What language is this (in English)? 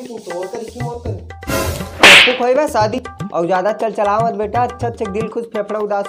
Chhattisgarhi